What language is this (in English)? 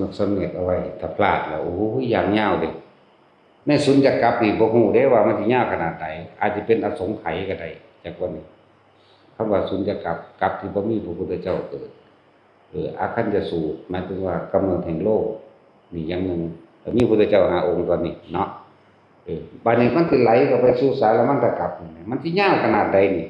Lao